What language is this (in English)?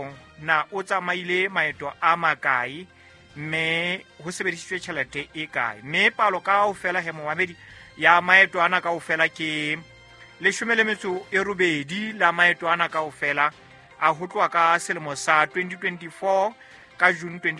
Southern Sotho